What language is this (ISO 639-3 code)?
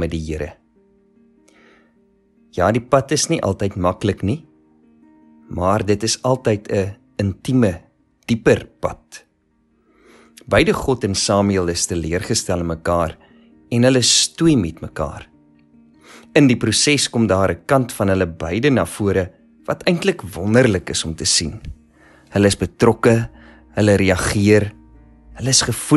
afr